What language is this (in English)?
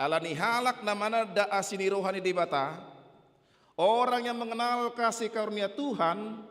Batak Toba